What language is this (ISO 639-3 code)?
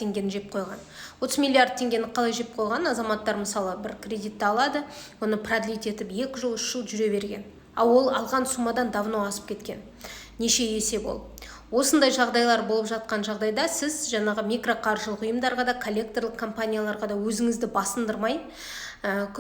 kaz